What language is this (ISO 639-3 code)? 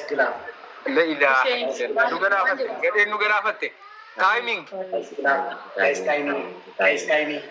orm